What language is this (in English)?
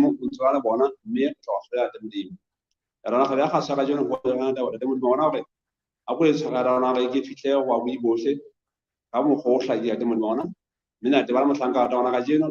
Southern Sotho